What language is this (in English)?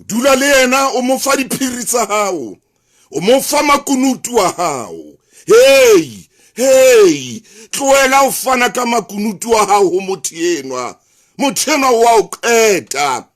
Southern Sotho